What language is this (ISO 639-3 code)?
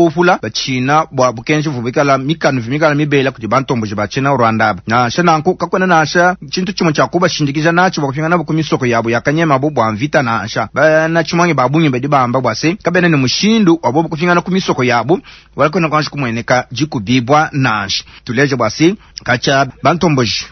lua